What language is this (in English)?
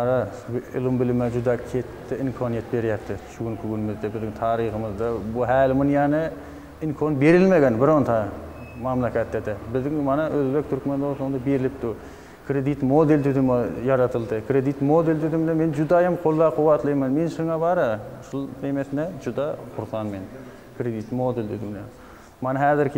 Kyrgyz